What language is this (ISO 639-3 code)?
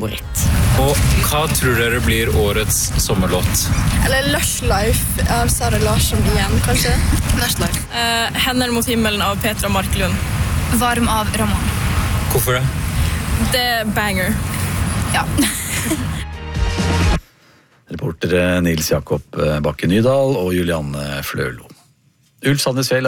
nor